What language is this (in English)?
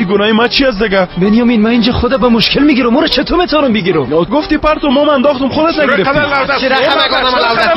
Persian